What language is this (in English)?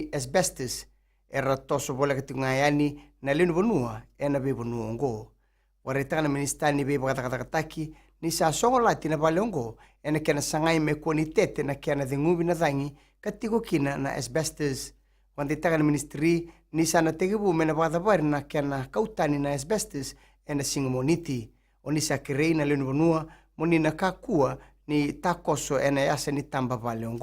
Fijian